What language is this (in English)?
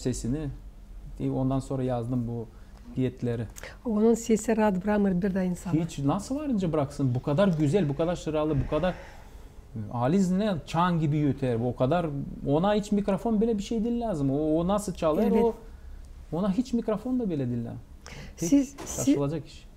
Gagauz